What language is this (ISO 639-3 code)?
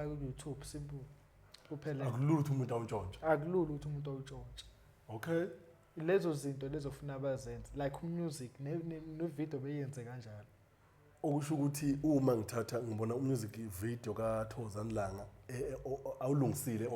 zul